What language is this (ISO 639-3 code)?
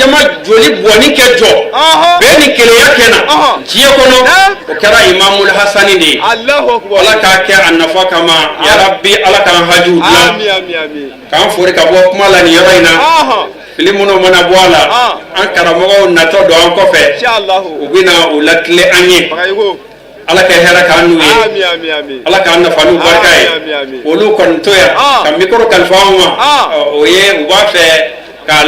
bam